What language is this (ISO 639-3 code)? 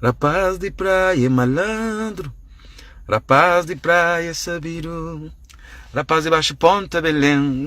kea